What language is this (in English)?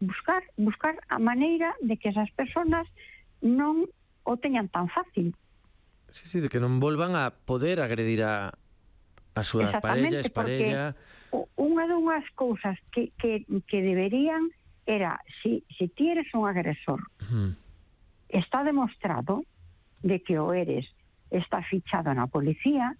Galician